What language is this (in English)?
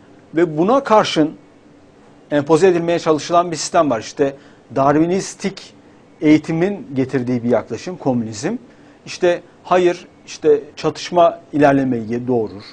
Turkish